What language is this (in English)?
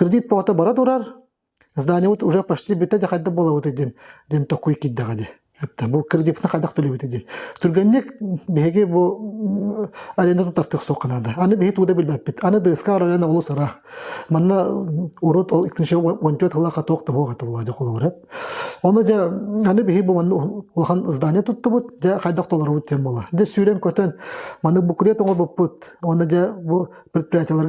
Yakut